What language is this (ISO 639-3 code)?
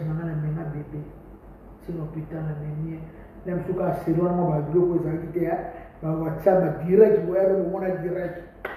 lin